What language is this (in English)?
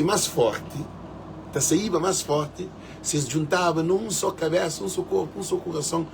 Kabuverdianu